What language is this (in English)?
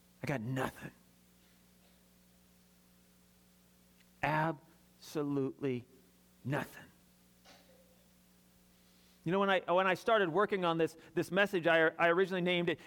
English